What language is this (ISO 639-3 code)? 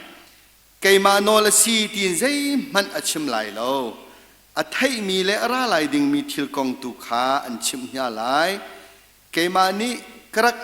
cnh